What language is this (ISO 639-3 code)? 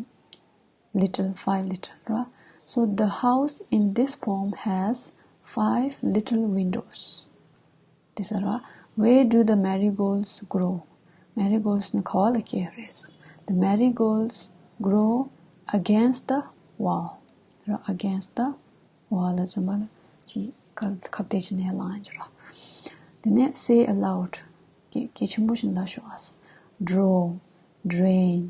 bod